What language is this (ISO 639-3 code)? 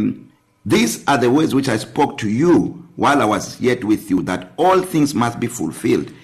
eng